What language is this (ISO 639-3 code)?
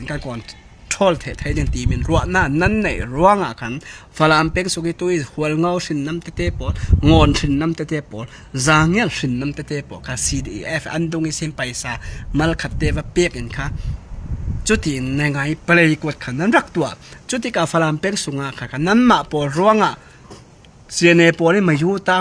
cfm